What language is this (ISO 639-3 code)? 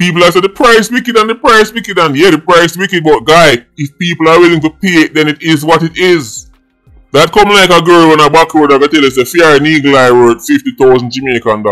jam